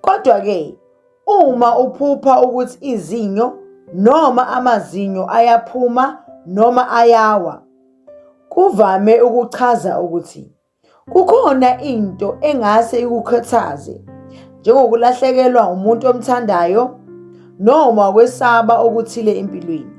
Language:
Zulu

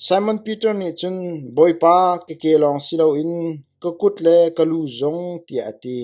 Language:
Hakha Chin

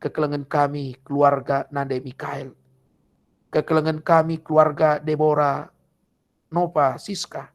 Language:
Batak Karo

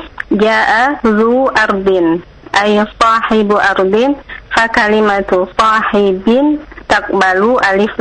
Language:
Indonesian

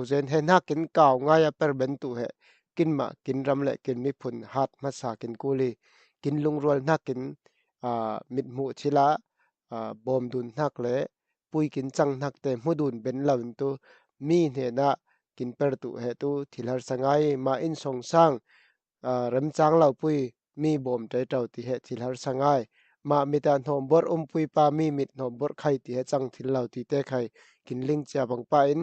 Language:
Falam Chin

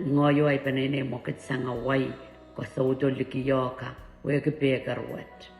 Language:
Pohnpeian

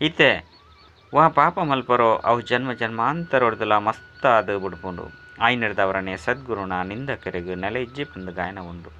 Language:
Tulu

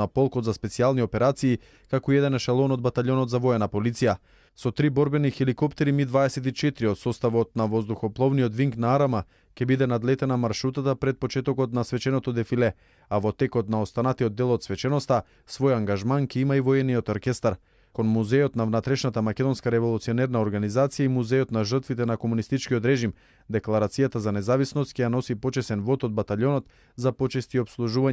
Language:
Macedonian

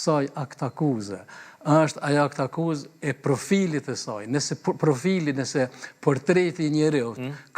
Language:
Albanian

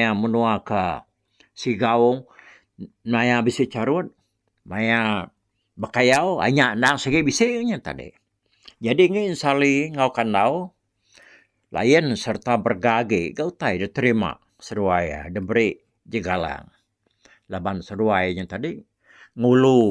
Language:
Iban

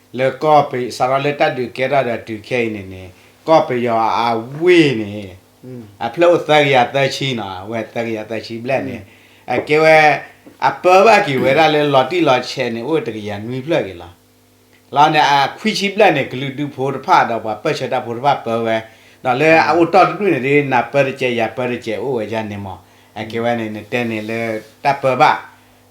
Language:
S'gaw Karen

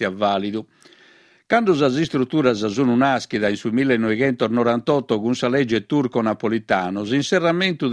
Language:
Sardinian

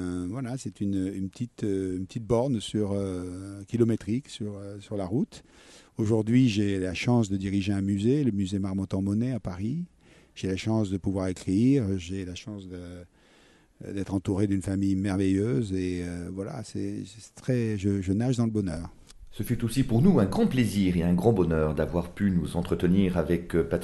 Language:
French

